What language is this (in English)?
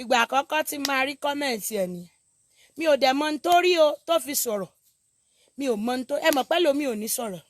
Yoruba